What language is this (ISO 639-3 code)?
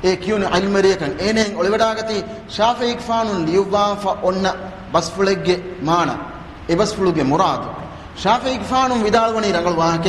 div